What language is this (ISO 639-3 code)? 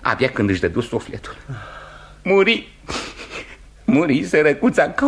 ron